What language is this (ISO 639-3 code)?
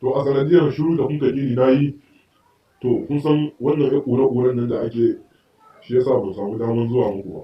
hau